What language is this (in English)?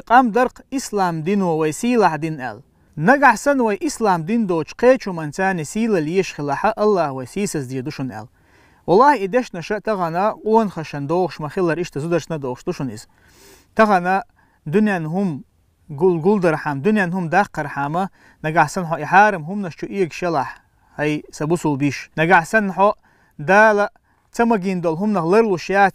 Chechen